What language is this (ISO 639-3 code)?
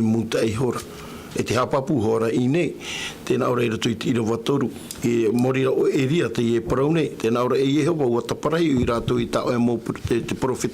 tah